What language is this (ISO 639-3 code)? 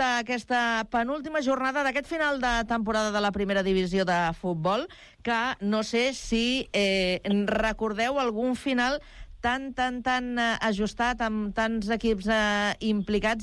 cat